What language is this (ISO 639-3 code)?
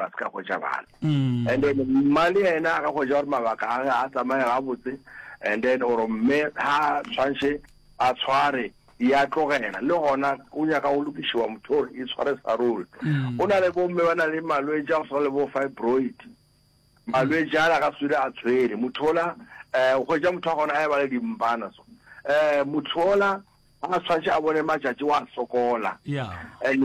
nso